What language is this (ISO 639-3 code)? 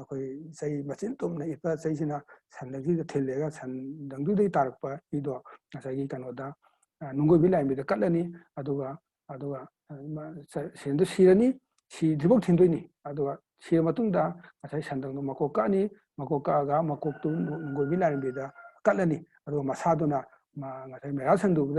mni